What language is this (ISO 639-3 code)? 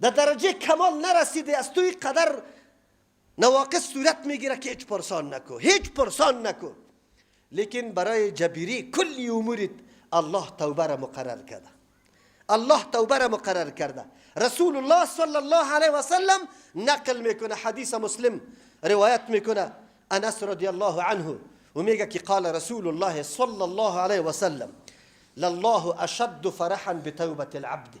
fas